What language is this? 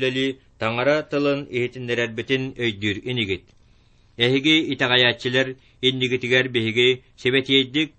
Yakut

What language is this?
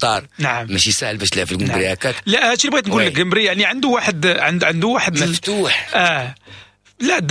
Moroccan Arabic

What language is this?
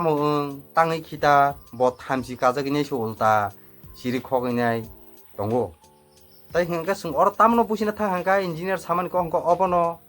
Kok Borok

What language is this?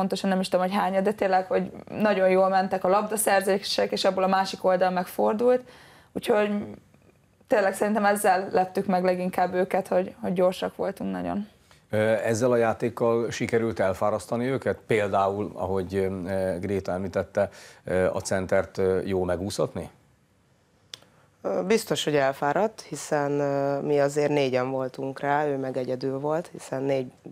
Hungarian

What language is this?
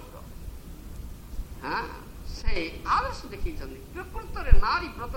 Odia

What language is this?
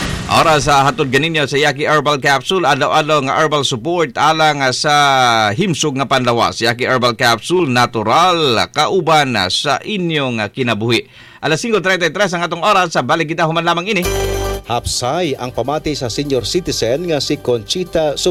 Cebuano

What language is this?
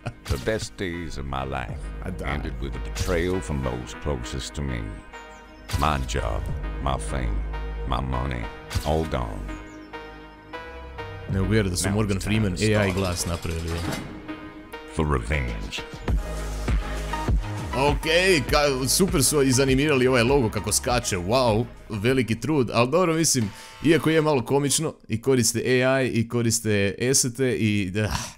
Croatian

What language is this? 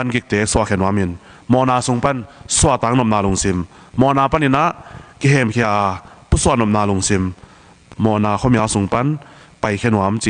Tedim Chin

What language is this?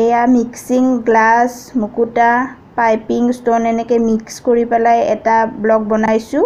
Assamese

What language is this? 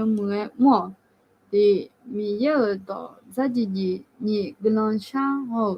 Akha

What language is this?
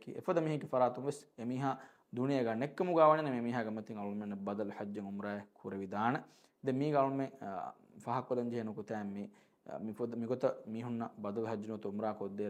Divehi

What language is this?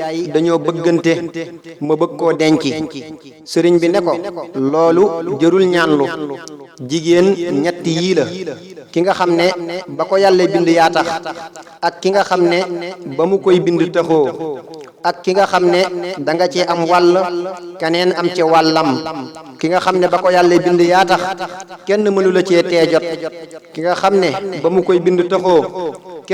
Wolof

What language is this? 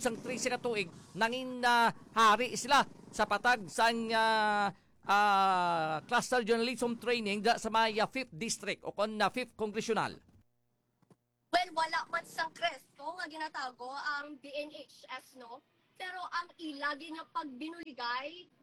Hiligaynon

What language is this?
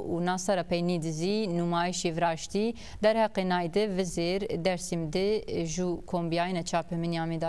Zaza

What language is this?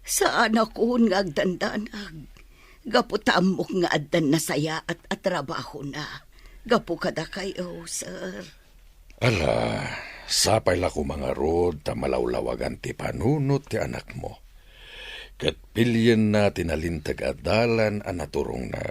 Iloko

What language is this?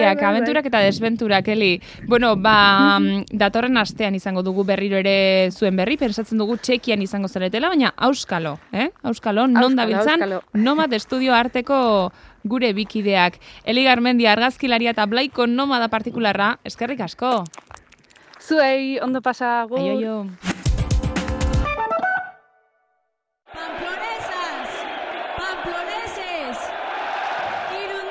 Basque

